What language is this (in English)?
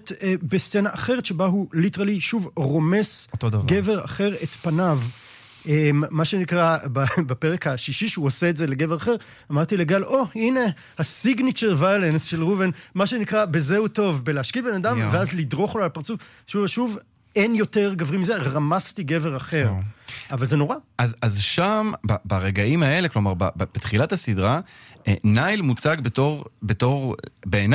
Hebrew